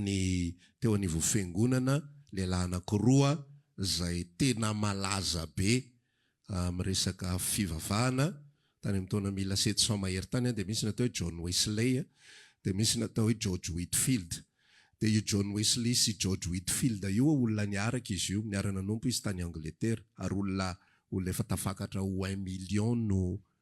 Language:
Malagasy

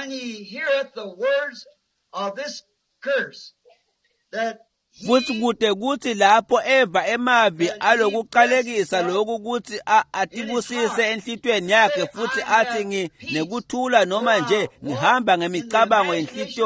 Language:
Swati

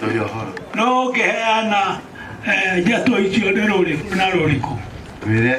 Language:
Kikuyu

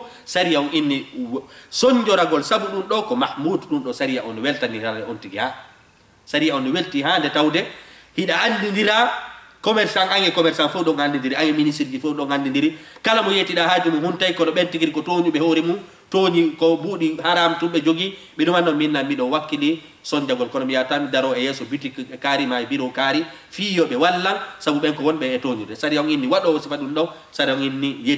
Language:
Fula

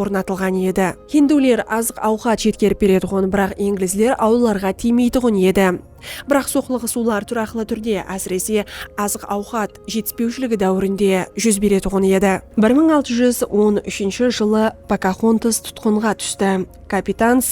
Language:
Kara-Kalpak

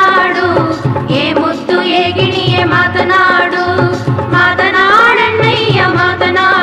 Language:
Kannada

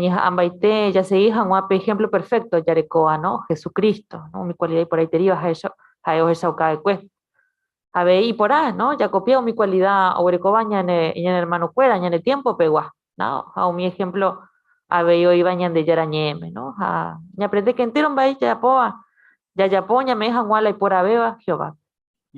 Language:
Guarani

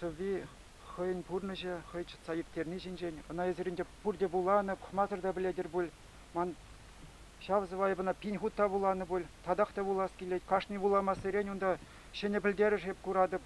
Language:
Chuvash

